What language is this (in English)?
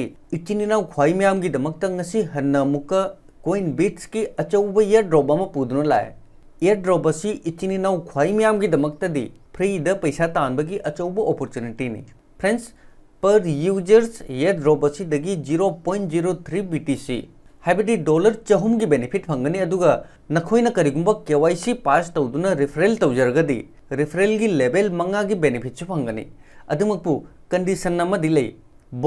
Manipuri